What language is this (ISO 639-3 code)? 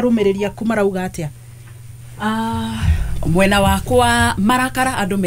kik